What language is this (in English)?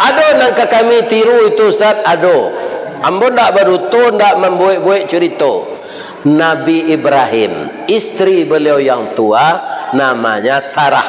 Minangkabau